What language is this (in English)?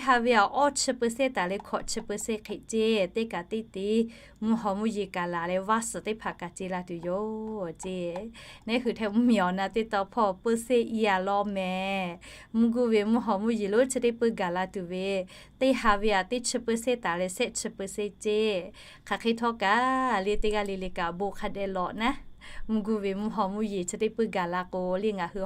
Lahu